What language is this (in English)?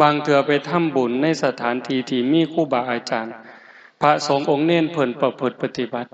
Northeastern Thai